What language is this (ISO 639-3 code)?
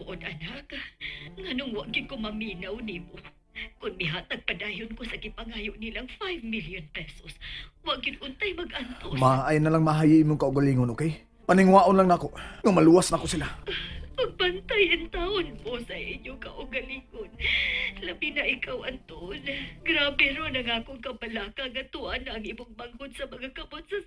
ceb